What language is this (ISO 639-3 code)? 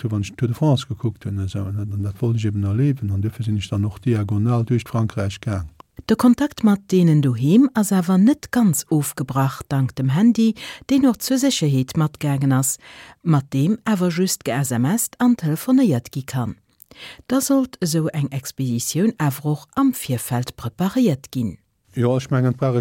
ltz